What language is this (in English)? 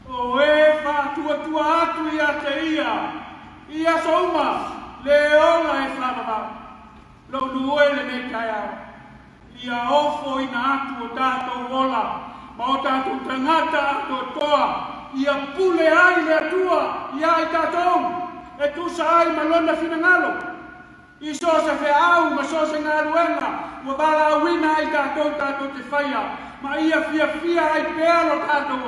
Samoan